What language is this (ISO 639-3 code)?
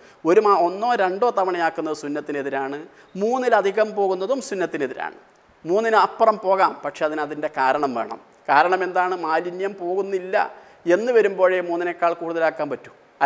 mal